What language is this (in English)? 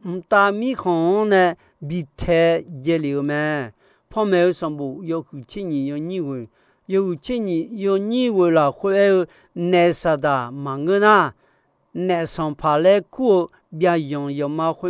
Akha